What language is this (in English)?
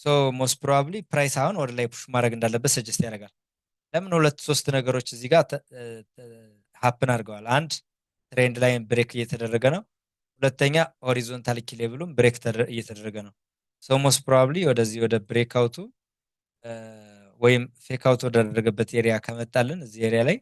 Amharic